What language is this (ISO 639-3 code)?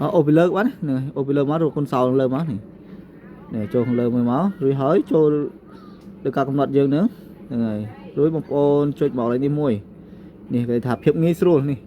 khm